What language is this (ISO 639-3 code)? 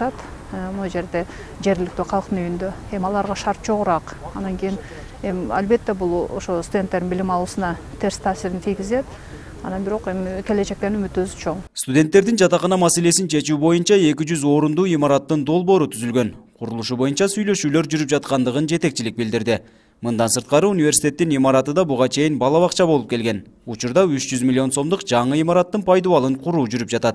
kir